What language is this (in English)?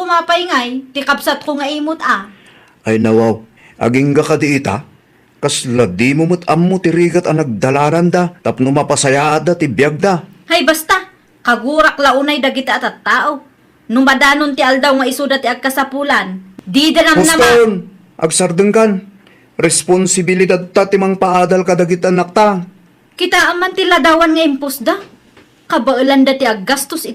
Iloko